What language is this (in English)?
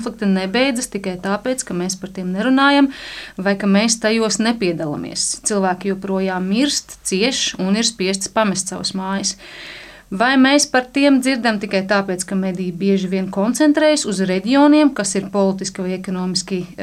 Latvian